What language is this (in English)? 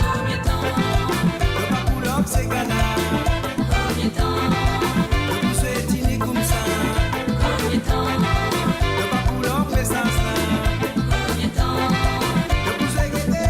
Morisyen